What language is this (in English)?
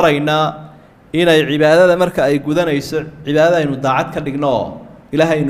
Somali